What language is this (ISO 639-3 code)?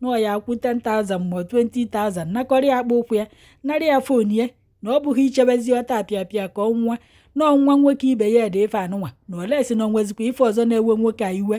ibo